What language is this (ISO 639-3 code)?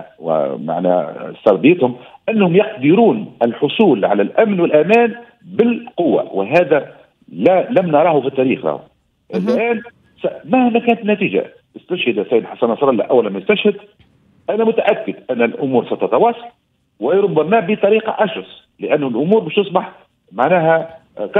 aeb